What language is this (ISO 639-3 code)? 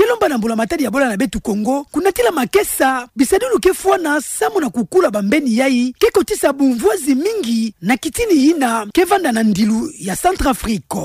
ktu